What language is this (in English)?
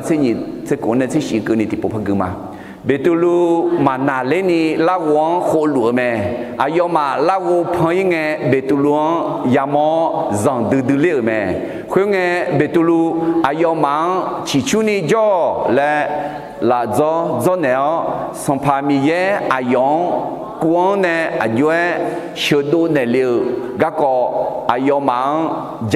Akha